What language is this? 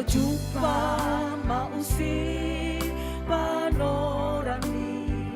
Batak Simalungun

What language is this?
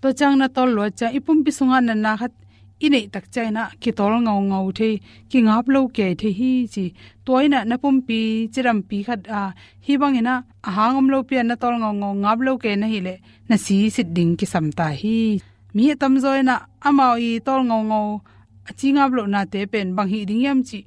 Tedim Chin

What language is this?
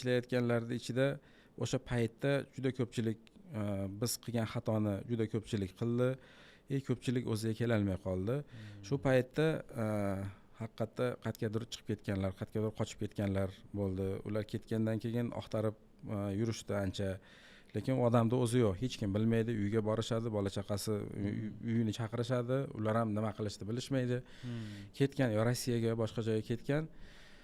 Uzbek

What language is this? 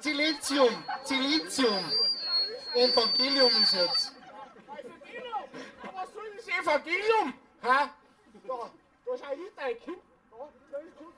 Bavarian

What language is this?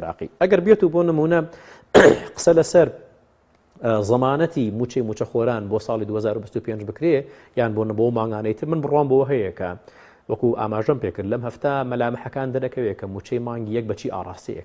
Central Kurdish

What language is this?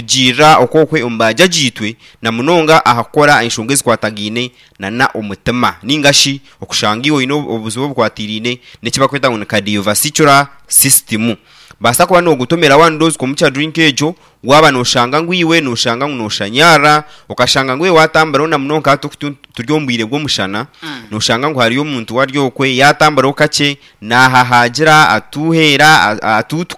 Nyankole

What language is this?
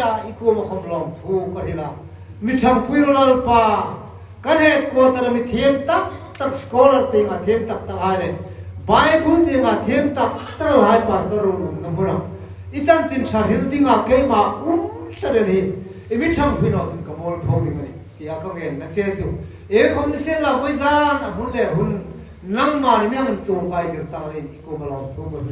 Hmar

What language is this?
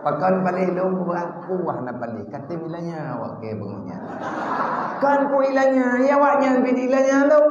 Achinese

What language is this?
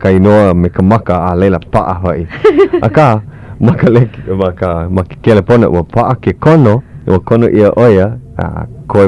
Hawaiian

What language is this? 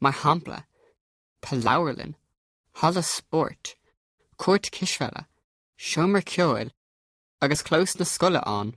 Irish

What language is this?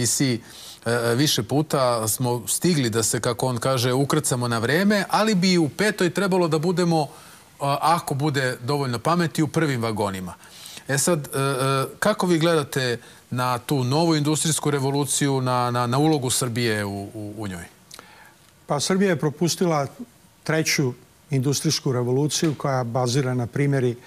Serbian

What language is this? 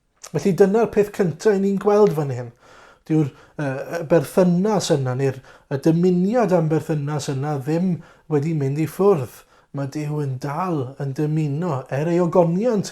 Welsh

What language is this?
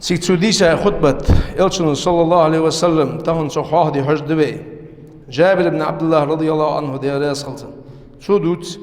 Ingush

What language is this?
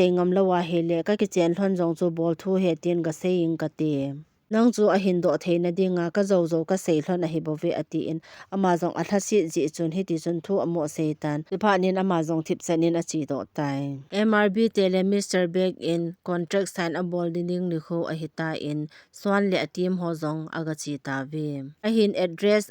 Thado Chin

